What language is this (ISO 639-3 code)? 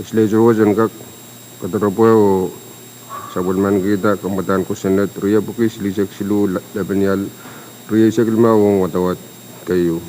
pon